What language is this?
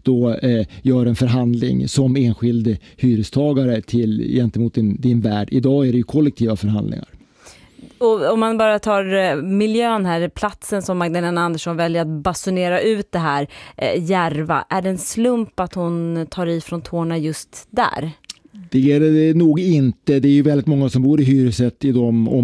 Swedish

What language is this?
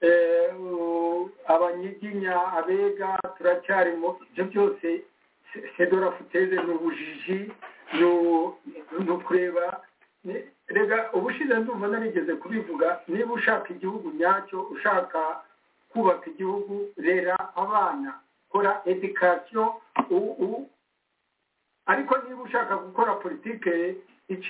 Kinyarwanda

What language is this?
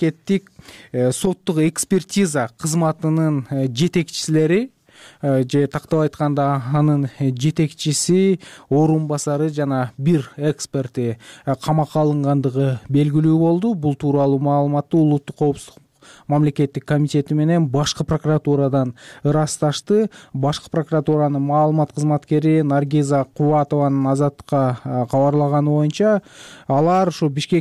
Kyrgyz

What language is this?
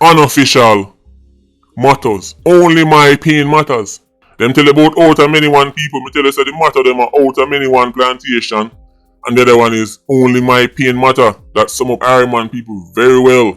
Jamaican Creole English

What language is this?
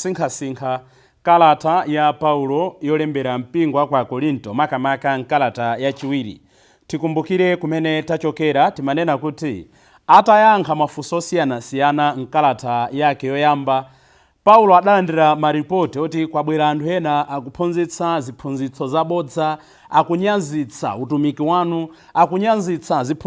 Nyanja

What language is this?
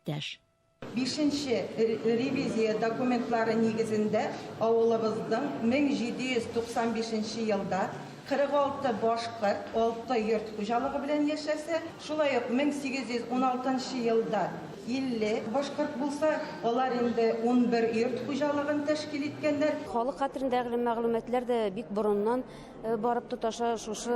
Bashkir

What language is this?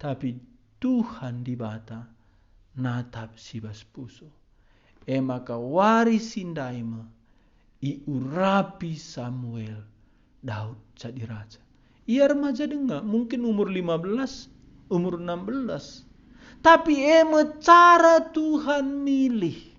Batak Karo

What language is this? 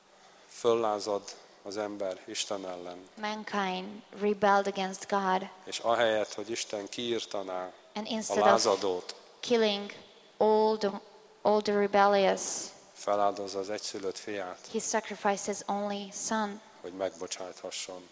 Hungarian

